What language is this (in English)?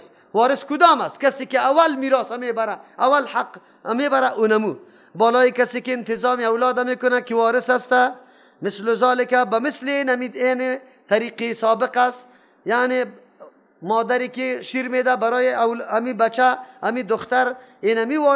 Persian